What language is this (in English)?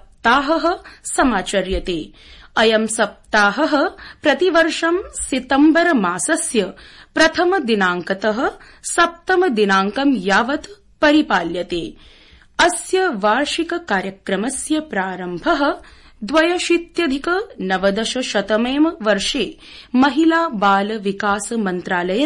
Sanskrit